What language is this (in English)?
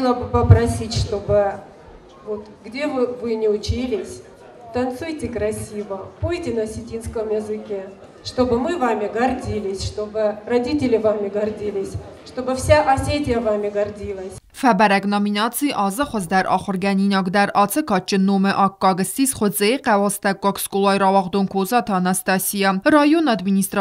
Ossetic